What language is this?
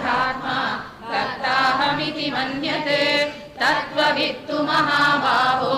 Sanskrit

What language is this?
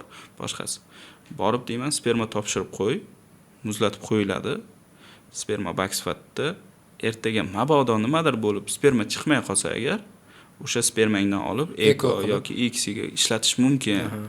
Uzbek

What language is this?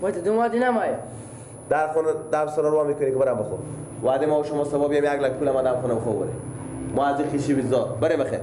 Persian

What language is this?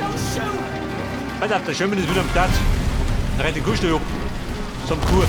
Bavarian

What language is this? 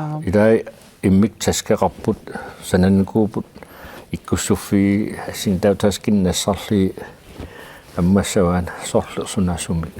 Kalaallisut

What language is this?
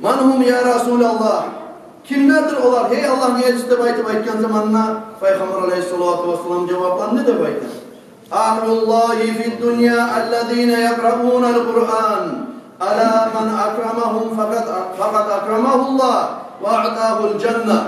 Kumyk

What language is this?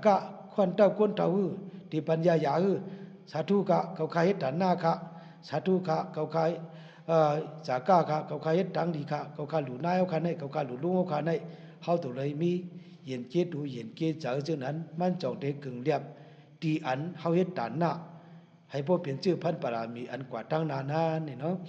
Shan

